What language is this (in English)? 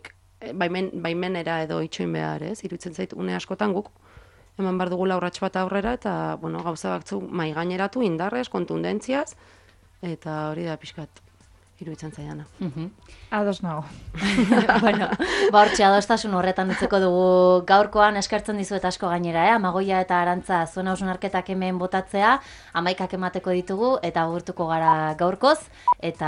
Basque